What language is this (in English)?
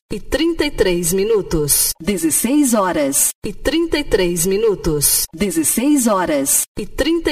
Portuguese